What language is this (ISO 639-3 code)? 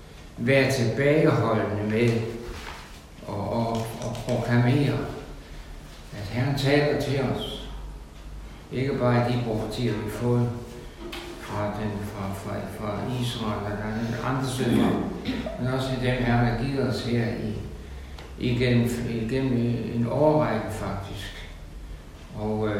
dan